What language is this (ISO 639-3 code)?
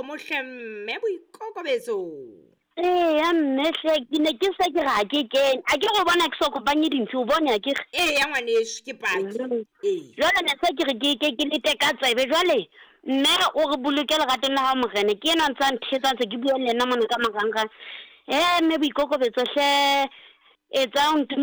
sot